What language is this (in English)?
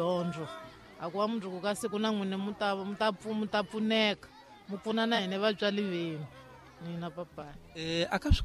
Tsonga